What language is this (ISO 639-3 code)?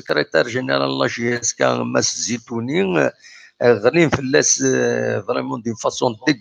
kab